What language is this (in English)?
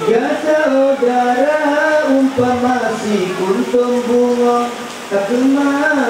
Achinese